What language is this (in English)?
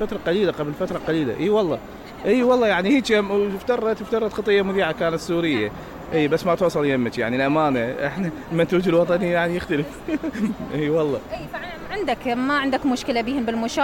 Mesopotamian Arabic